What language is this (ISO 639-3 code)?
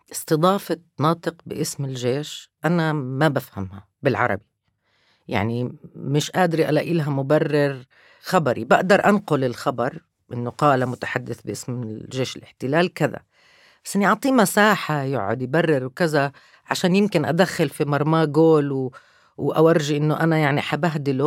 apc